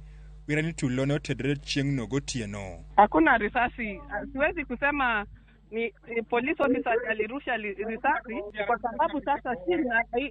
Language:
Luo (Kenya and Tanzania)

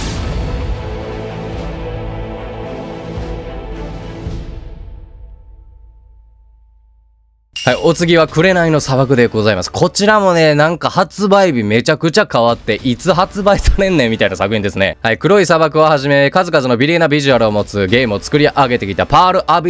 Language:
Japanese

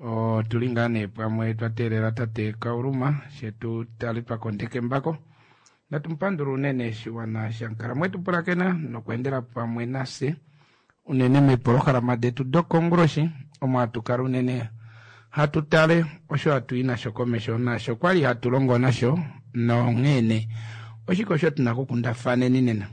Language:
Kuanyama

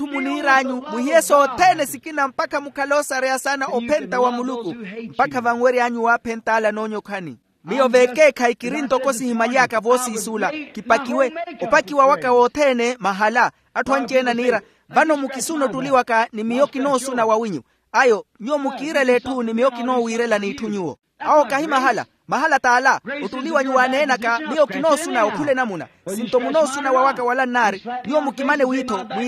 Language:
Makhuwa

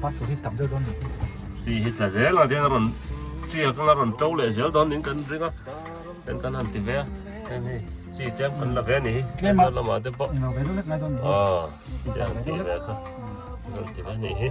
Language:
Mizo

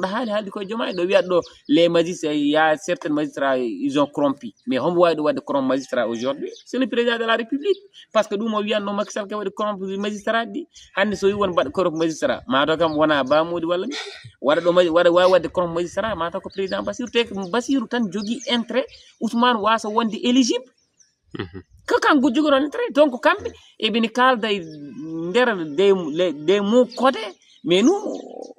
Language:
Fula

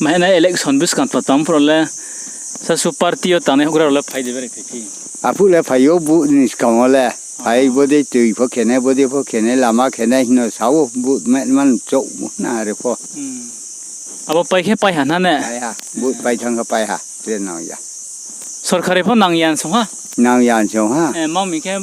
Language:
Riang (India)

